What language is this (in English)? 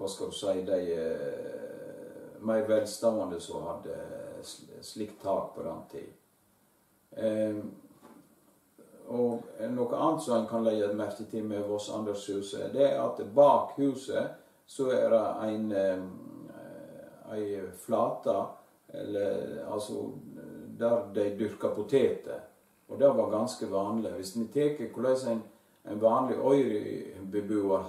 Norwegian